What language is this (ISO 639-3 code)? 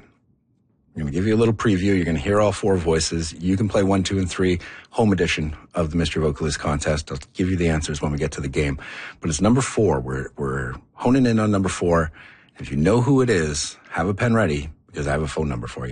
eng